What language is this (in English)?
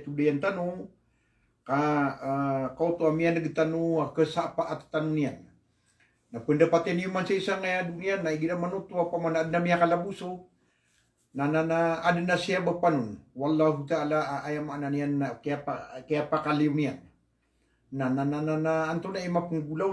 Maranao